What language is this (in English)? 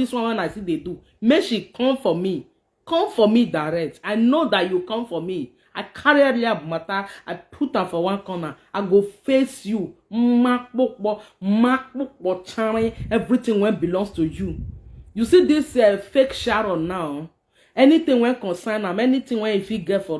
Nigerian Pidgin